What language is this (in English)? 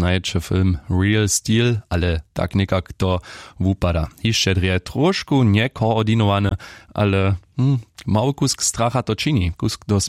Upper Sorbian